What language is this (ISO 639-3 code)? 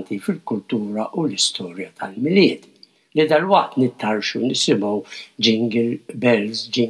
mlt